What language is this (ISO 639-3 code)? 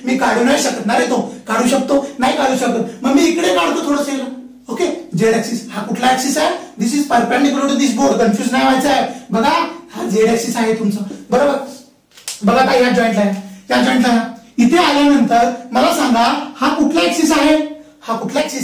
mar